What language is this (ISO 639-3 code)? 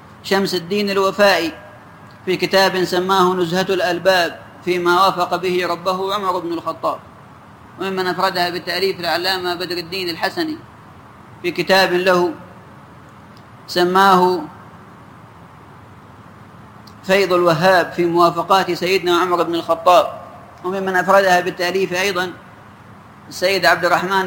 ara